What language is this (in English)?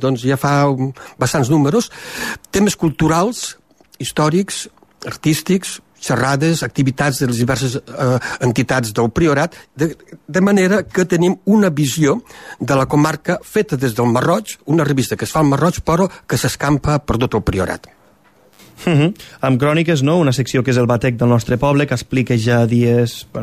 Catalan